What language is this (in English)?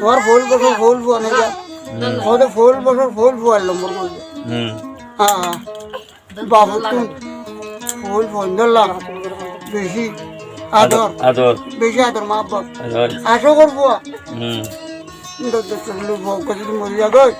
Rohingya